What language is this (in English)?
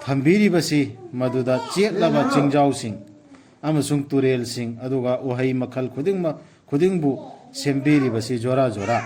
Manipuri